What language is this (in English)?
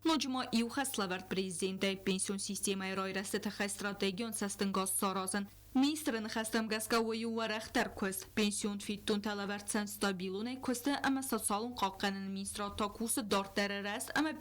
Ossetic